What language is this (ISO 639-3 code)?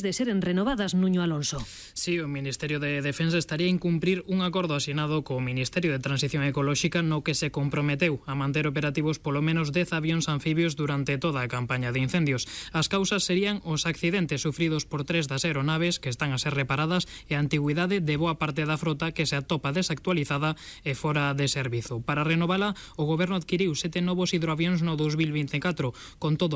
glg